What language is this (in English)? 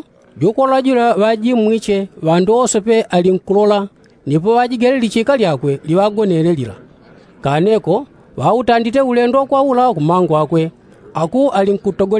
Yao